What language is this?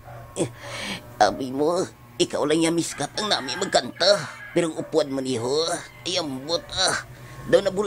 Hiligaynon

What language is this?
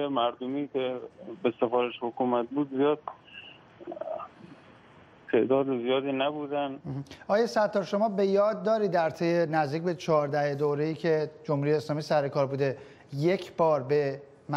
Persian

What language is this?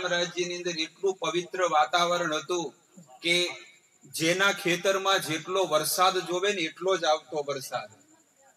Gujarati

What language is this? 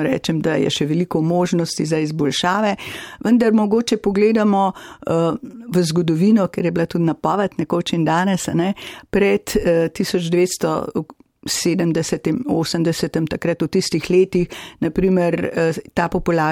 Slovenian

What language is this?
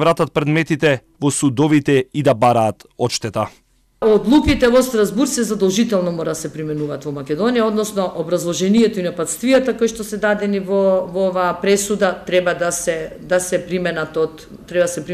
Macedonian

